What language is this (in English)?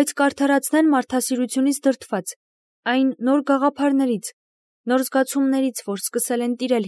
Armenian